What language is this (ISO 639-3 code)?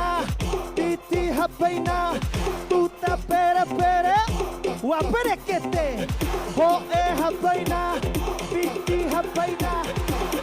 tah